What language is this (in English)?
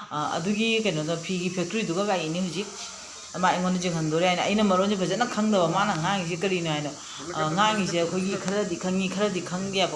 Manipuri